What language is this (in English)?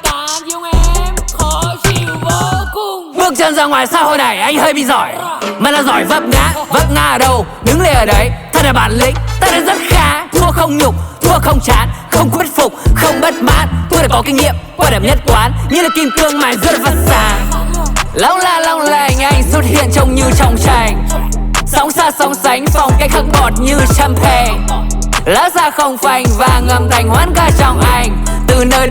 Vietnamese